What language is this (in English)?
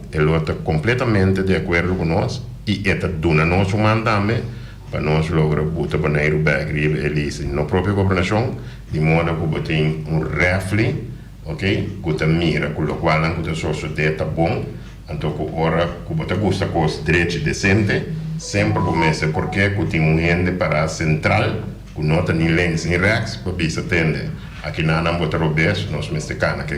Papiamento